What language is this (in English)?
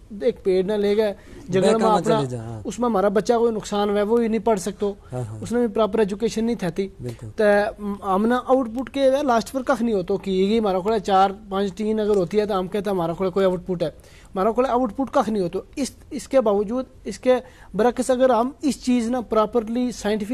Gujari